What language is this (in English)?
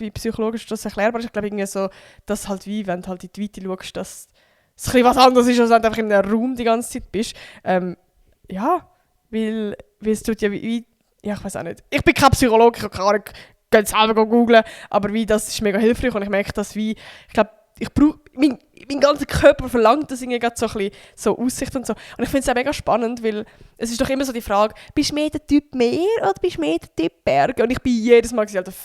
Swiss German